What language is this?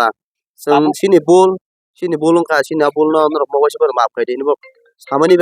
Kok Borok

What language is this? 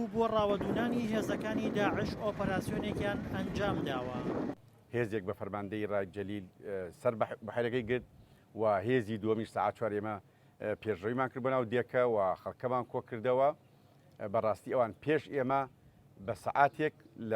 Central Kurdish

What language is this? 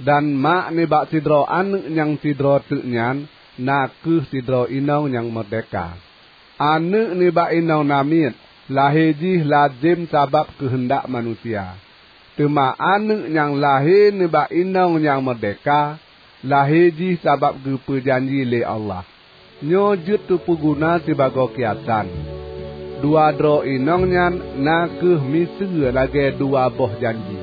Achinese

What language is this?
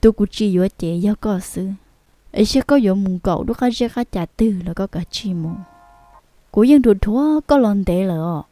Hmong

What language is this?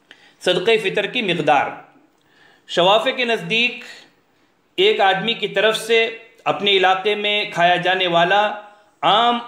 Urdu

